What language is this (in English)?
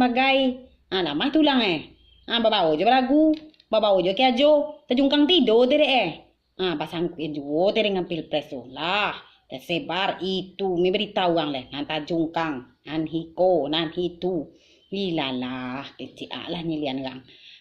Minangkabau